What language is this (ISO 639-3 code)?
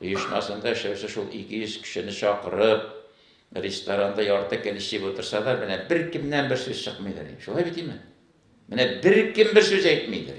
tat